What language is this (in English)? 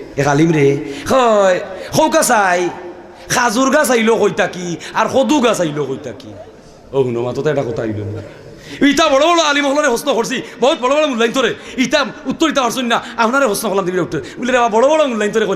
Sylheti